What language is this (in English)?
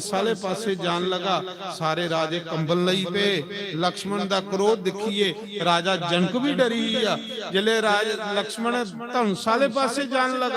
Dogri